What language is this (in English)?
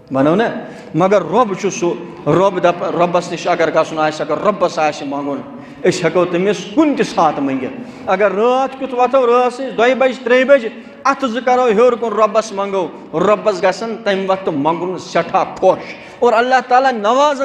Kashmiri